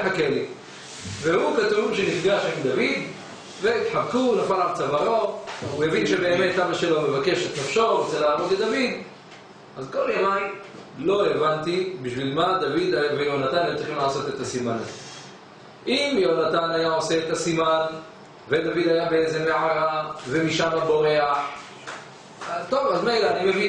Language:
Hebrew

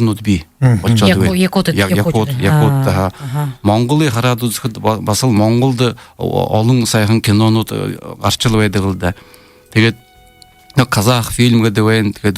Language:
Buriat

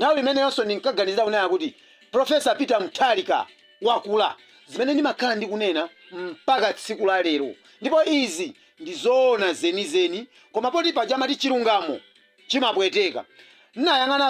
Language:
Nyanja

